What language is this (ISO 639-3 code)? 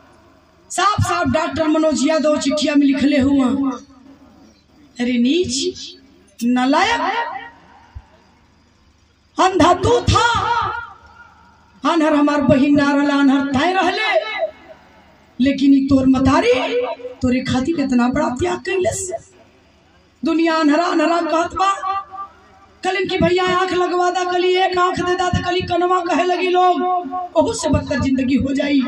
bho